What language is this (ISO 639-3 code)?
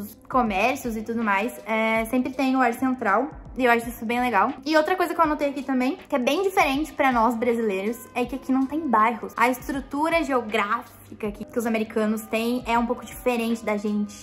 por